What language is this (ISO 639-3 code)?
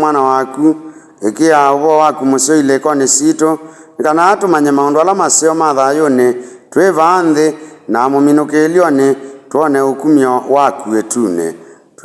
kam